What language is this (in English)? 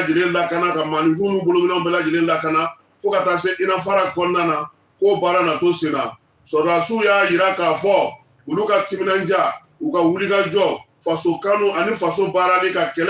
Bambara